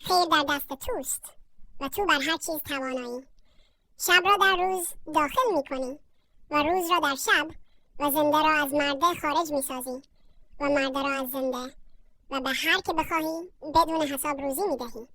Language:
Persian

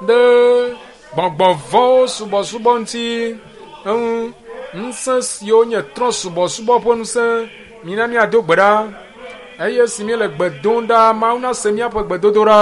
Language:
Ewe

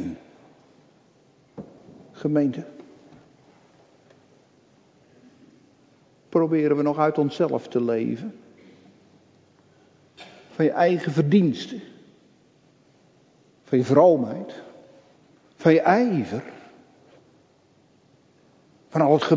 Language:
Dutch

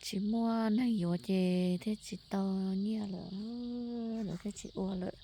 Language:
Hmong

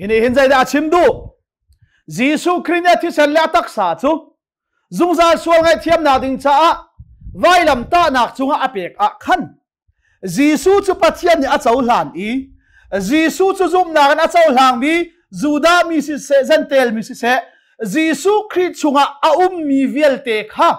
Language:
Hakha Chin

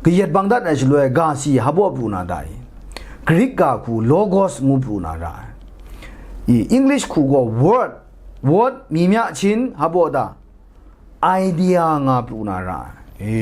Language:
Kachin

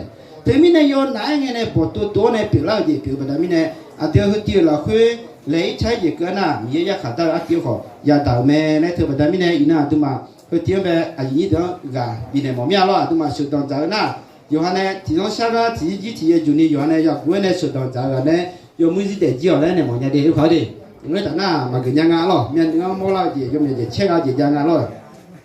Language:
Akha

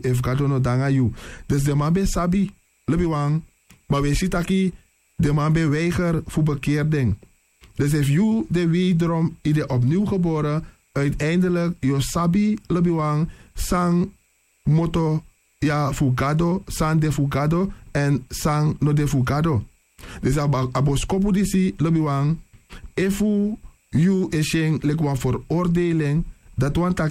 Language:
Sranan Tongo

